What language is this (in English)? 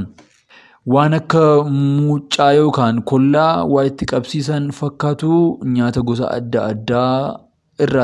Oromo